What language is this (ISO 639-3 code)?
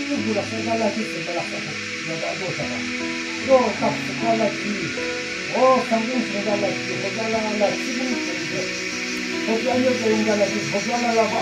yim